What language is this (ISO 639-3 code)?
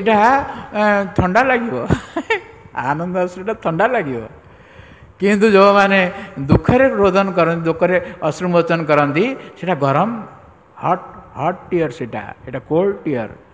ori